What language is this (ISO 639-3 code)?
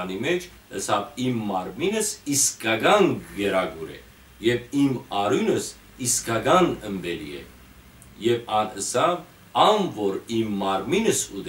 hyw